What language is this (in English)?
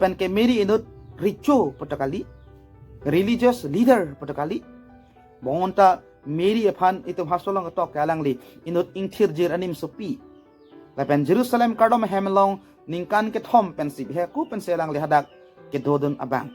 Karbi